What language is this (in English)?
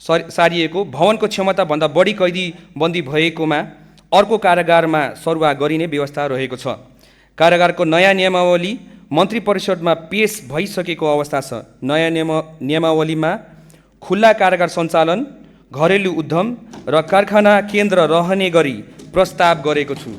Nepali